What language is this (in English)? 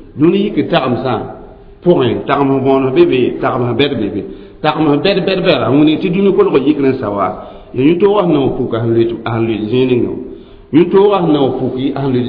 Mossi